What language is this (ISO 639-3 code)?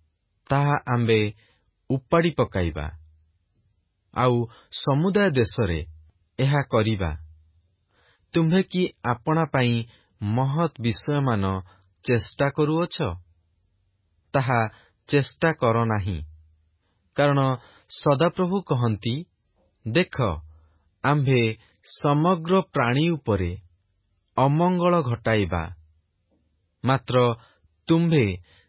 ori